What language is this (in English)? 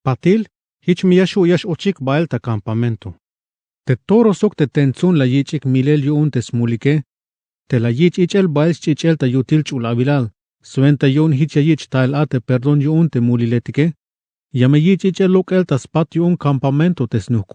Tzeltal